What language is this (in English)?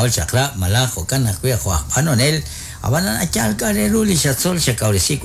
Kekchí